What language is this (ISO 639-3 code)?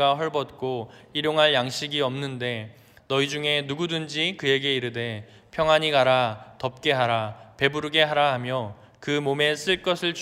kor